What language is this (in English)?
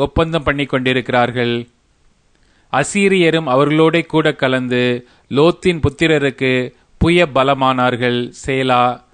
Tamil